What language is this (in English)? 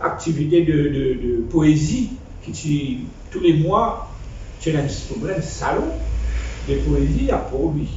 Morisyen